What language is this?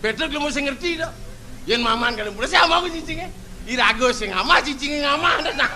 Balinese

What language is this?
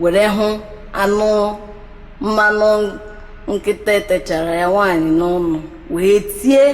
Igbo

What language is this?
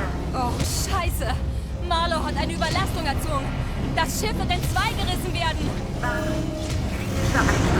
Bavarian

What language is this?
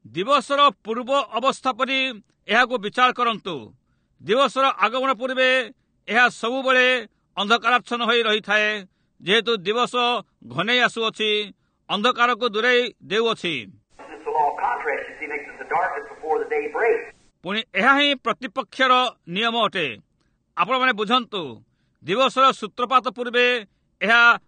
Odia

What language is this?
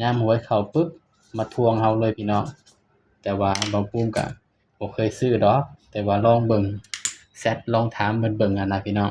Northeastern Thai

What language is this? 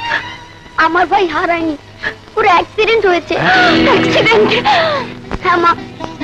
Bangla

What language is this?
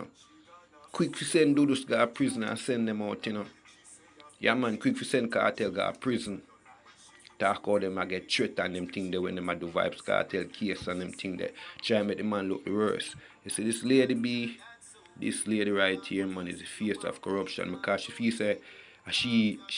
Jamaican Creole English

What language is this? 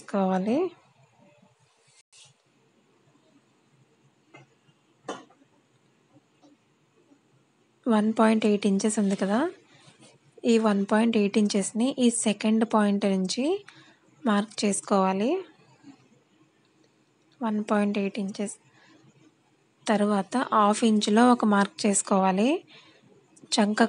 Telugu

